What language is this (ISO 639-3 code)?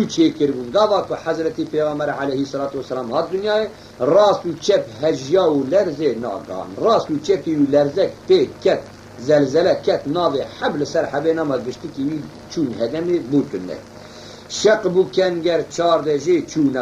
kur